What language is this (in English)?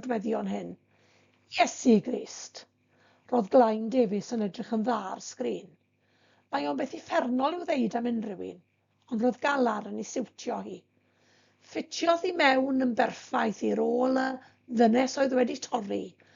Welsh